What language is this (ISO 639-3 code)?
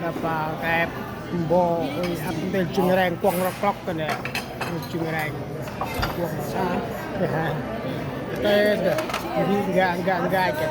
cmo